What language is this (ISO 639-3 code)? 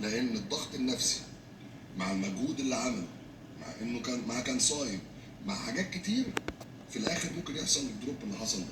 arz